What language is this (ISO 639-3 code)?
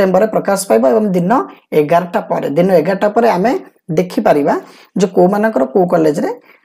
ori